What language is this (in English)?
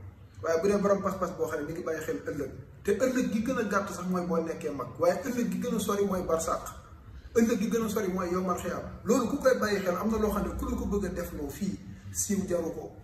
Wolof